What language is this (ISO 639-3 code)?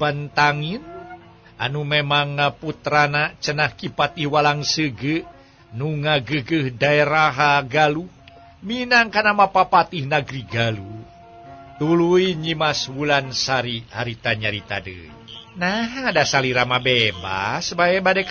sun